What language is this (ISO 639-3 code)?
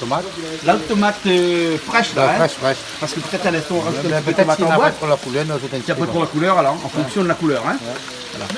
rcf